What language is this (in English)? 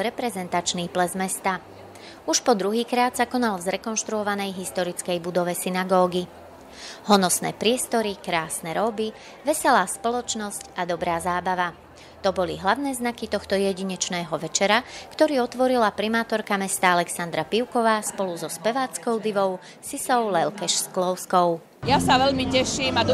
Slovak